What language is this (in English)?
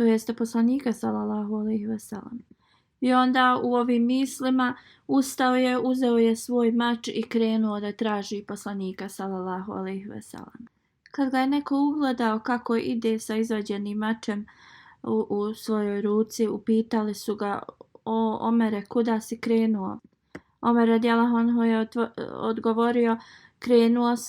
Bosnian